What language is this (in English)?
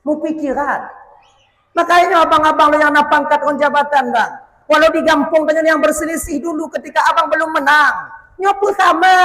Achinese